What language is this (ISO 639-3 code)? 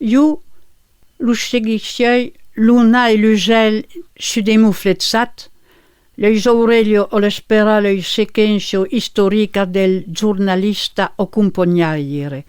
oci